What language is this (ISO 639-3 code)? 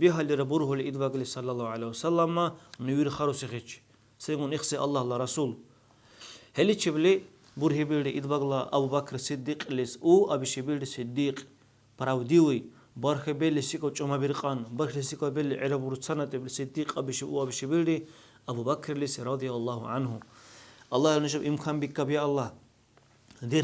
dar